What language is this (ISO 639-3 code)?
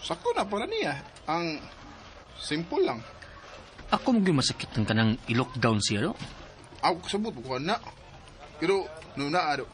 ceb